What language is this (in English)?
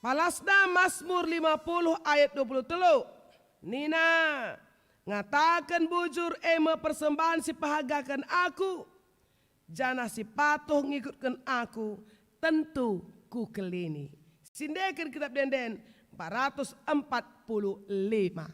Batak Karo